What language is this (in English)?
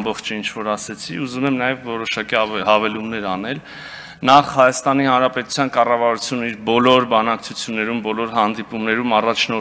Armenian